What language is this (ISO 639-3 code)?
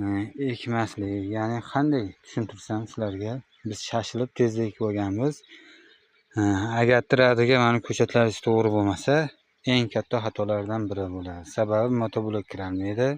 uzb